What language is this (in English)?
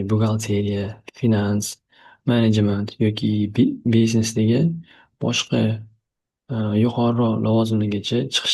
Uzbek